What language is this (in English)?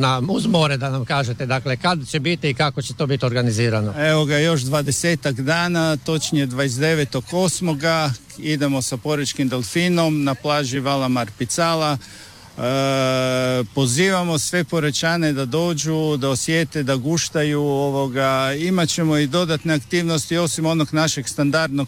Croatian